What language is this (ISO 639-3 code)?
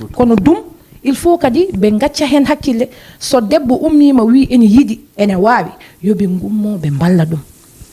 ful